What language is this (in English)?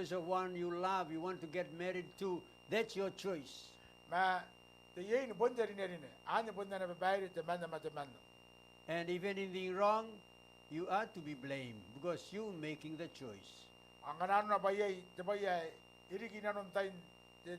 Gilbertese